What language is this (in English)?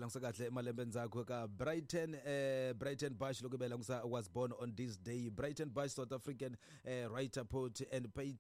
Tsonga